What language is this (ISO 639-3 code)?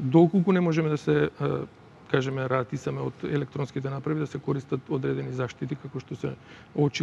mkd